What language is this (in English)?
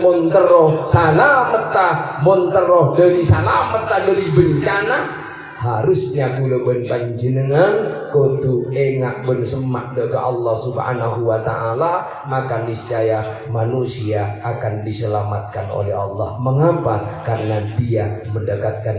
Madurese